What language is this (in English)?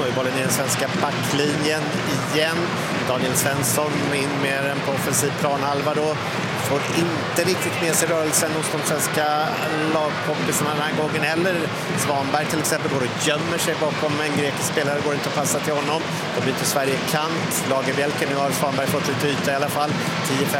Swedish